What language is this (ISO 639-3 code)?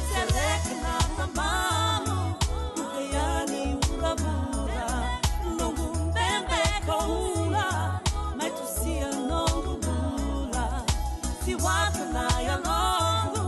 fij